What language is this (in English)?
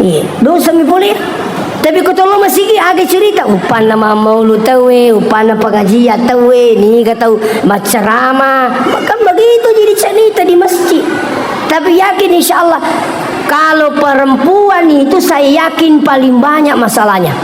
Buginese